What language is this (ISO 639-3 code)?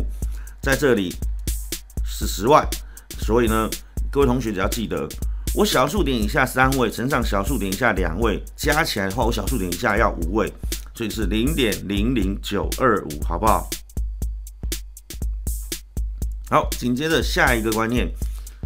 zho